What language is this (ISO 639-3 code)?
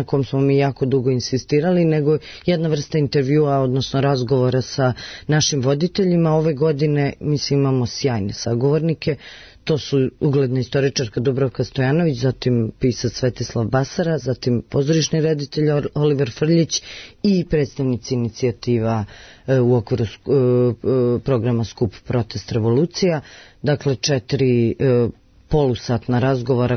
srp